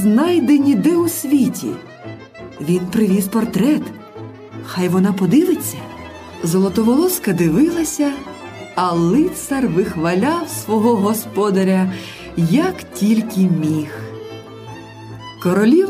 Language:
Ukrainian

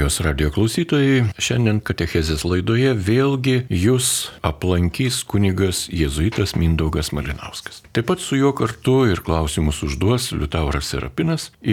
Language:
Lithuanian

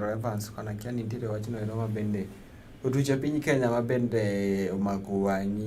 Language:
Luo (Kenya and Tanzania)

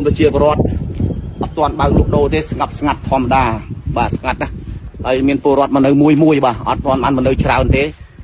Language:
Khmer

